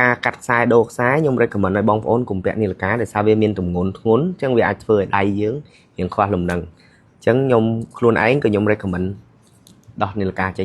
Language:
Khmer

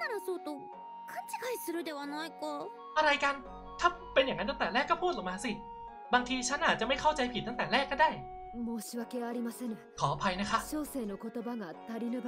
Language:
Thai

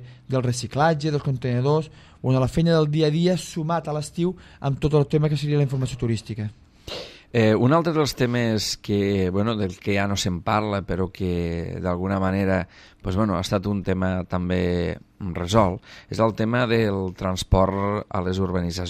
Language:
Catalan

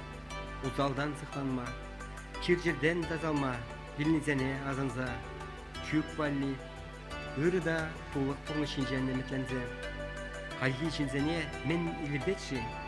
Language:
Chuvash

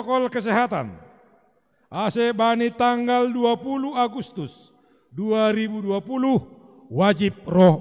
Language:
Batak Simalungun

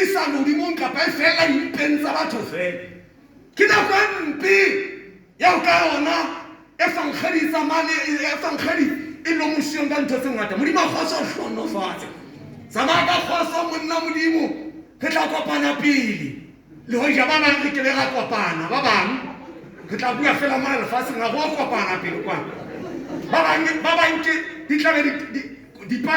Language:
Southern Sotho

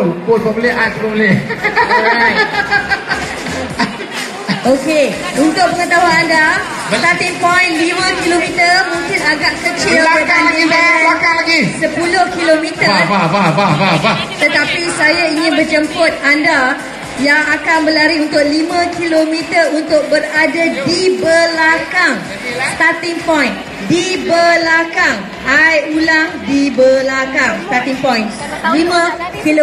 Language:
Malay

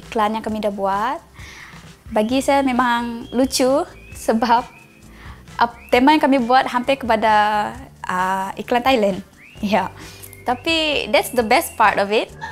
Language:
Malay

